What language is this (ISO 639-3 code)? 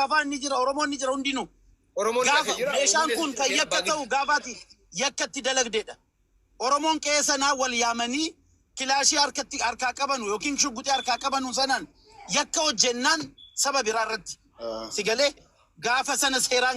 orm